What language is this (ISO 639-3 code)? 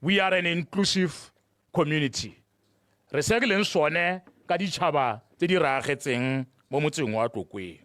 tsn